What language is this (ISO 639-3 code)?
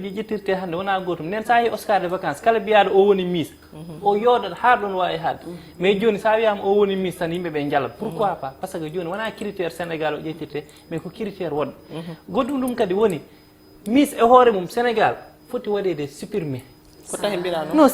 ful